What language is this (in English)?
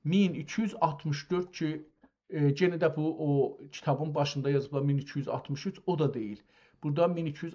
South Azerbaijani